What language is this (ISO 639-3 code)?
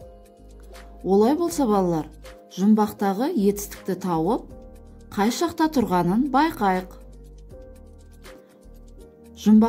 kaz